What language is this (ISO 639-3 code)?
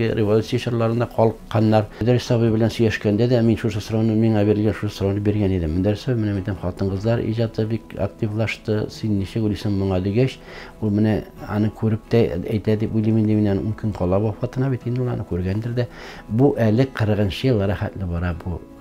tat